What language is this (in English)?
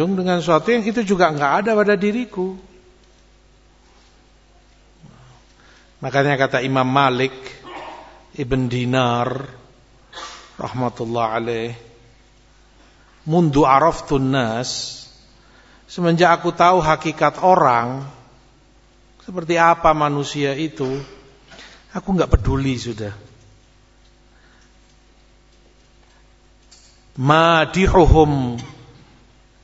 Indonesian